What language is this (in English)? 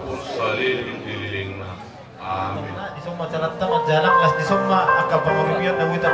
Batak Toba